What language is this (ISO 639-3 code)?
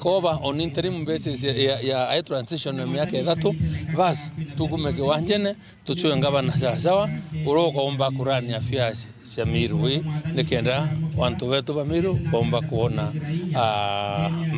mer